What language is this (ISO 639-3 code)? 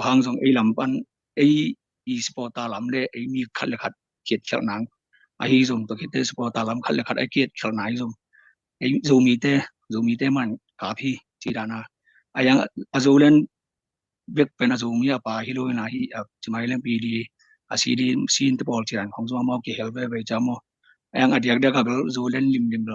ctd